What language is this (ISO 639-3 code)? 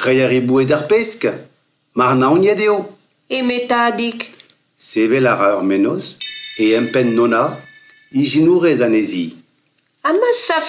bre